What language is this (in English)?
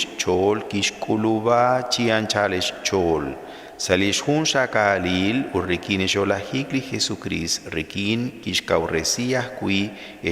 Kekchí